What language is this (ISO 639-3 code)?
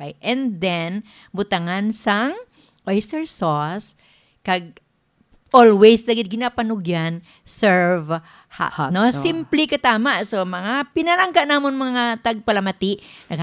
hil